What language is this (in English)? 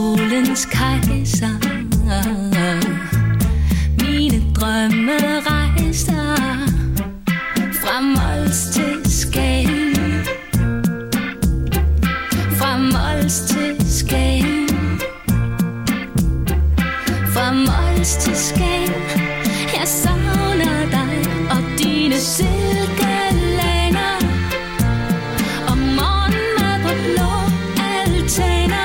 Danish